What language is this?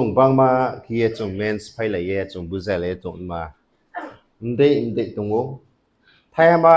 Riang (India)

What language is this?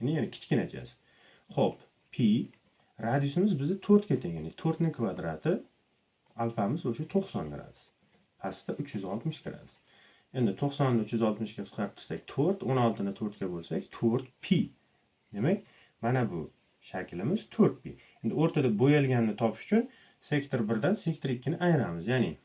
Uzbek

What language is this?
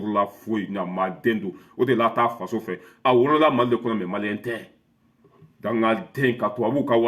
Bambara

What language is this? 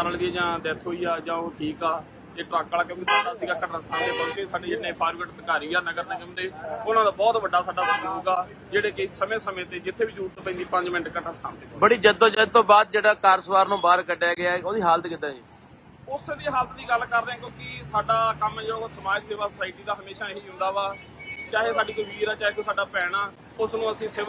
Punjabi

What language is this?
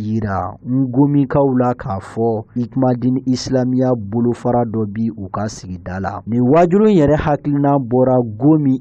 Bambara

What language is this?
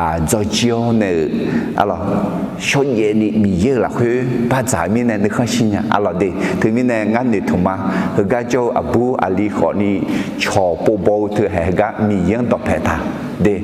Akha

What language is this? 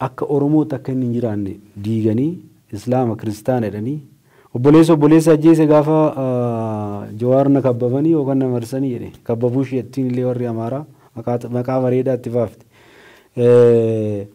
Oromo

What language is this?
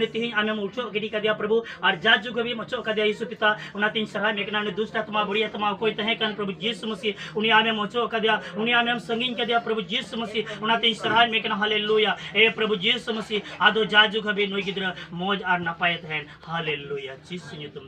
Santali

